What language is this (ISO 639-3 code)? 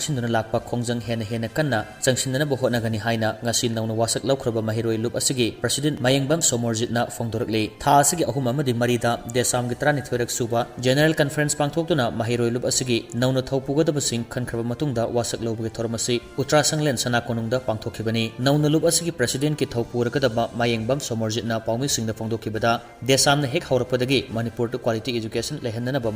mni